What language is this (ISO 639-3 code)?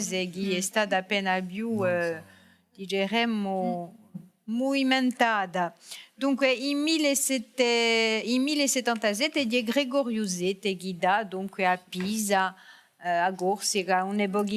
cos